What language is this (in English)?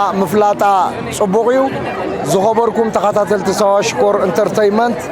Tigrinya